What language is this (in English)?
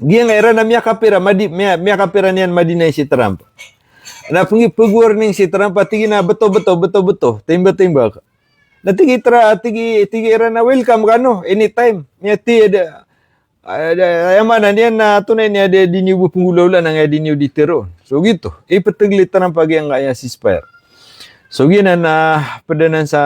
Maranao